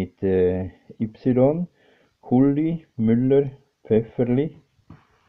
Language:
German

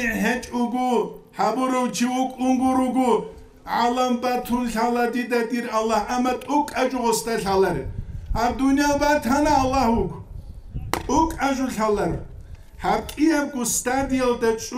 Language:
Avaric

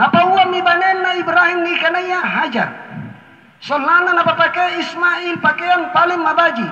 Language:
Makasar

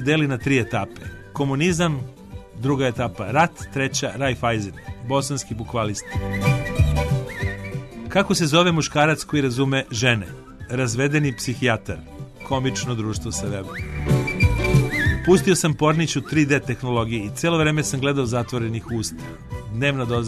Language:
Serbian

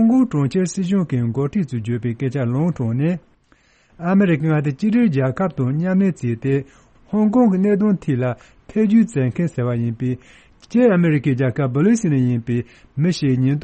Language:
Tibetan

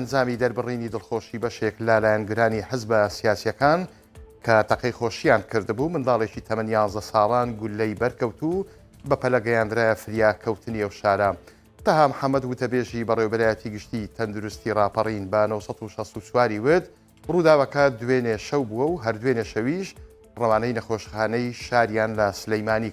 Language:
Central Kurdish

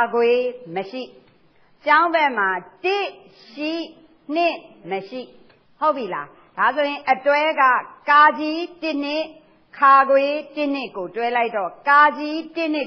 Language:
Burmese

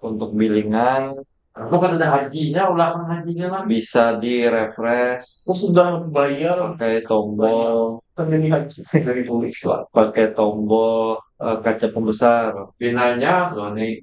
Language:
Banjar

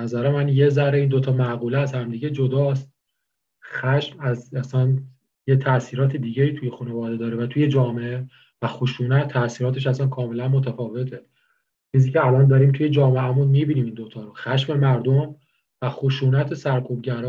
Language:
Persian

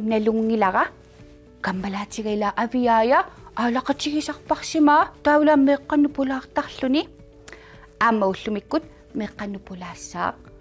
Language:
Kalaallisut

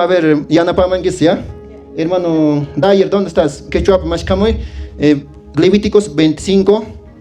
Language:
Quechua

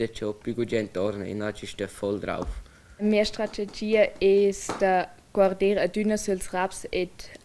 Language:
Romansh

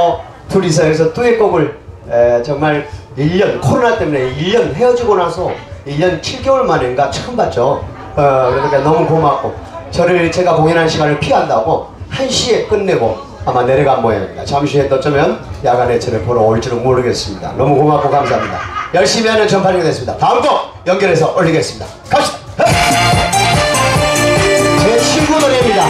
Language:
Korean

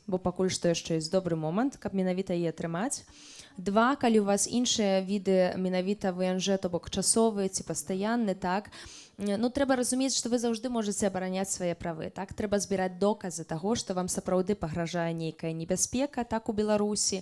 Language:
Belarusian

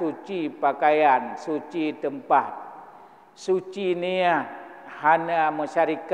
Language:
Achinese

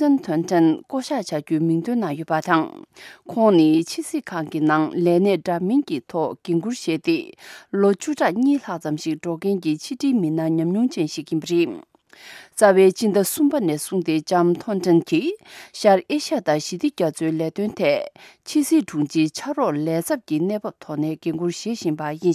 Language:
Tibetan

